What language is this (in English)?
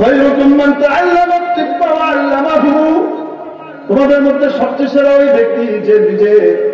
Bangla